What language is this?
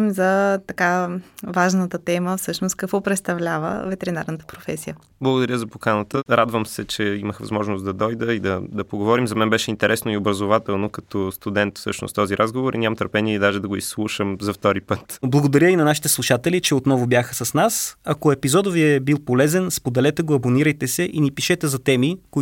Bulgarian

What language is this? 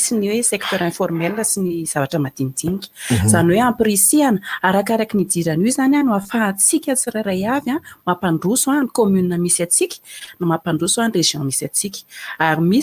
Malagasy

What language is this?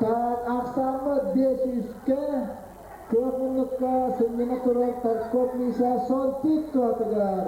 Yakut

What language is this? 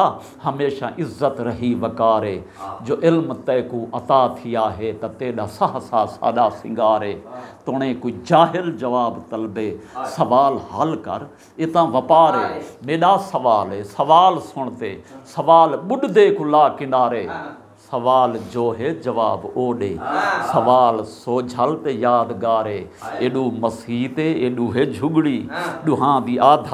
Saraiki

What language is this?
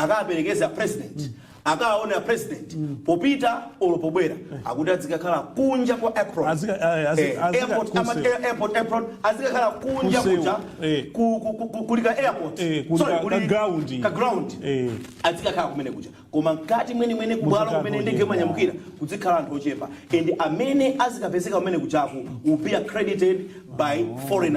Nyanja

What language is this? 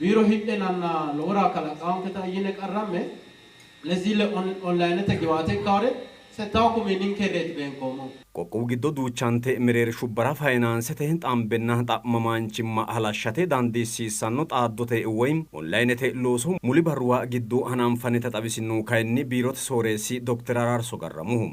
Sidamo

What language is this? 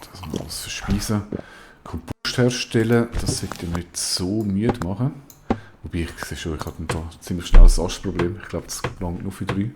Swiss German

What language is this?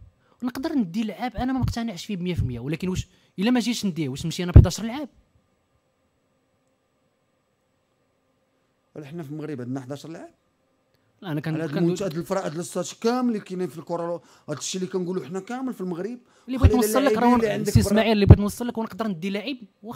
Moroccan Arabic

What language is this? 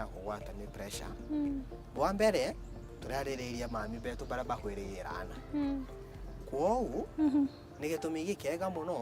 Meru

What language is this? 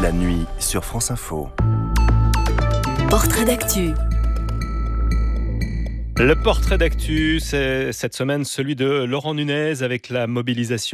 French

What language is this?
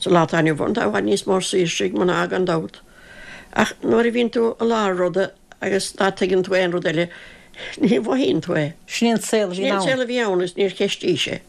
Irish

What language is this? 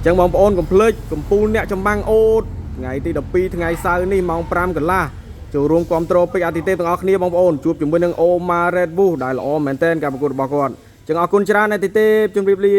Khmer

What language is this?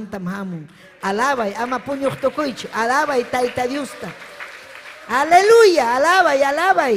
Ayacucho Quechua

